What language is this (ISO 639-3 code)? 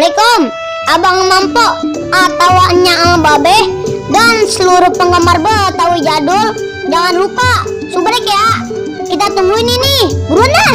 bew